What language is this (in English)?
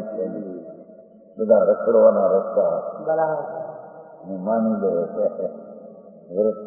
Gujarati